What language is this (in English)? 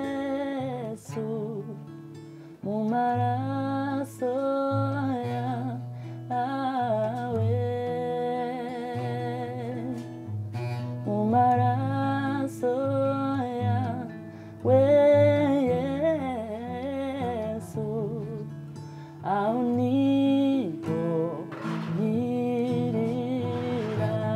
Kinyarwanda